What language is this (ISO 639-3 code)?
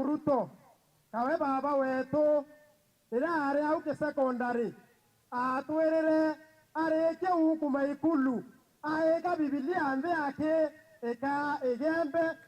mer